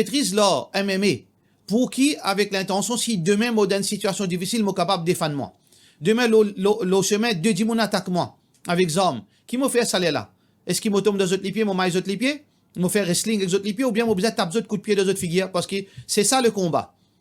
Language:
Morisyen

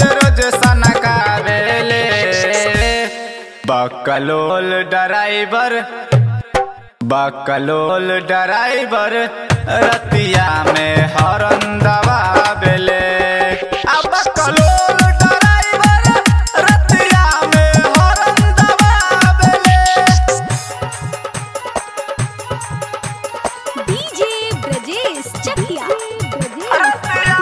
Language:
Bhojpuri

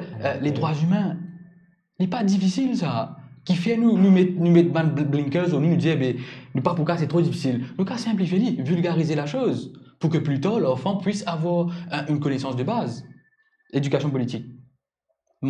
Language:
Morisyen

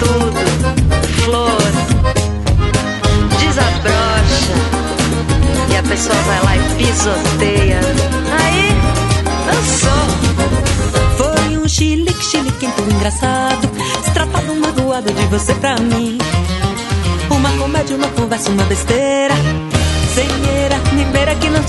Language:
Portuguese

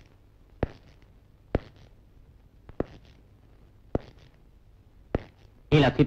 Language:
Tamil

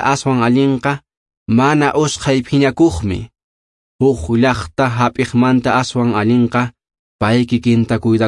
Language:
Quechua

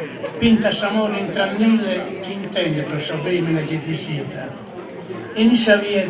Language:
Sardinian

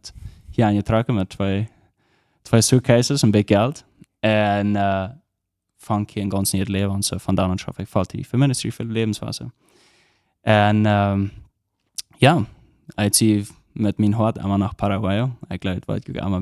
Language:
Plautdietsch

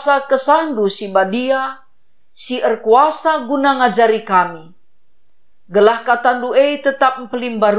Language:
Batak Karo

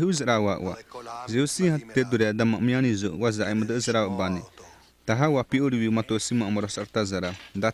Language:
Xavánte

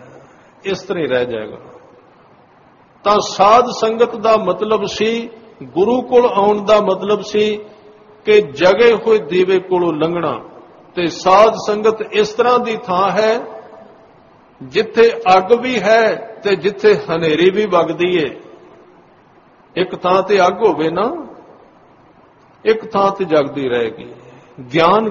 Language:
Punjabi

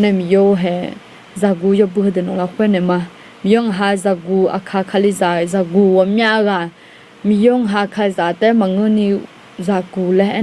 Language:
Akha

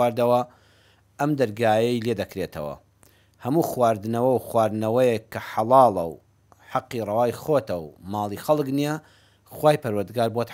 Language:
Central Kurdish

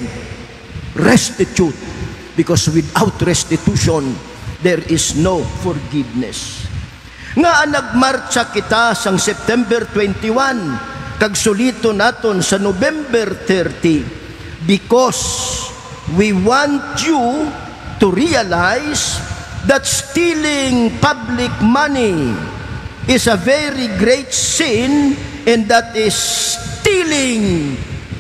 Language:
Hiligaynon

